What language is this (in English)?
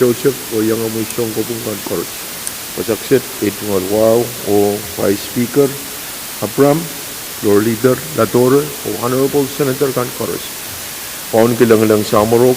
Pohnpeian